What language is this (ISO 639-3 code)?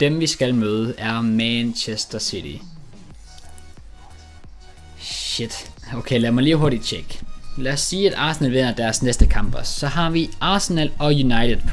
dan